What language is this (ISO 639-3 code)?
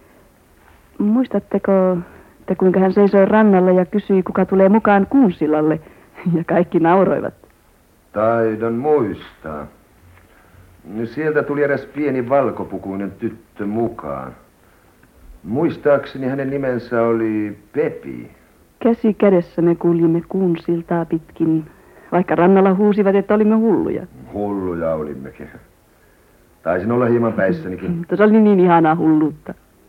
fin